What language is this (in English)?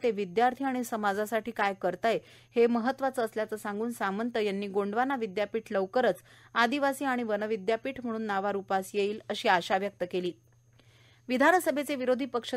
Marathi